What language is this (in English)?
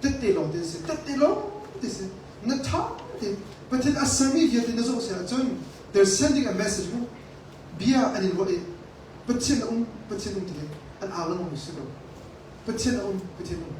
Hakha Chin